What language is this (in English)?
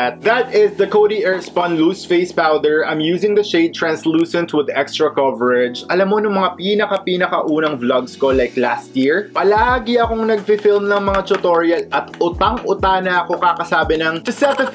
Filipino